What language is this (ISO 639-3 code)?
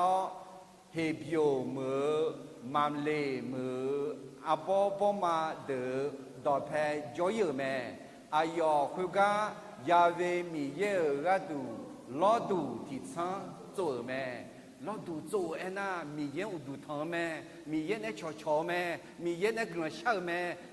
ahk